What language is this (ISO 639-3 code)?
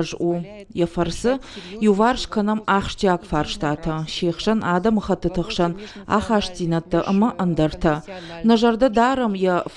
oss